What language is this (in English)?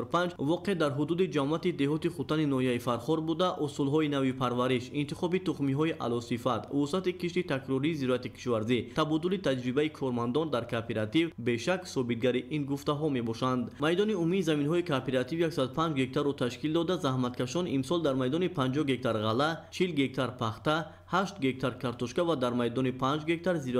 Tajik